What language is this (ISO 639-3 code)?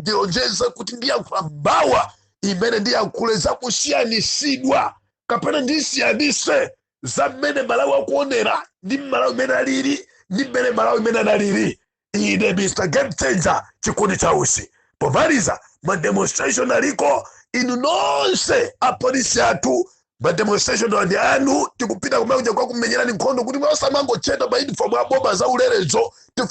nya